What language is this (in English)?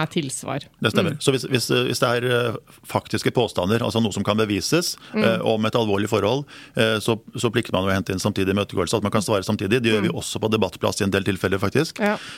Norwegian